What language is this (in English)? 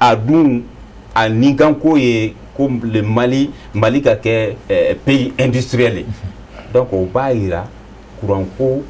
Bambara